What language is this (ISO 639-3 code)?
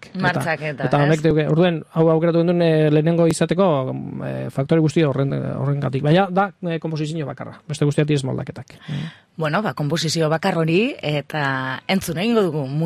eus